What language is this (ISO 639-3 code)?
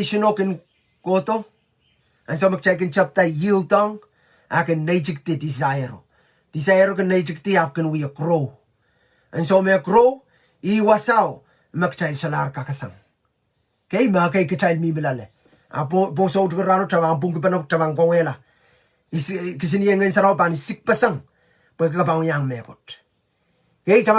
pon